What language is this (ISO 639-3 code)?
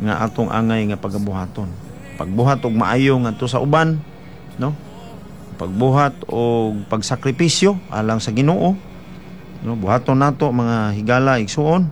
ceb